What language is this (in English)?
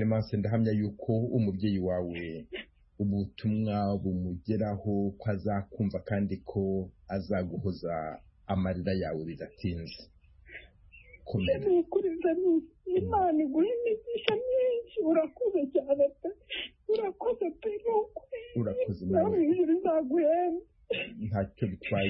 Kinyarwanda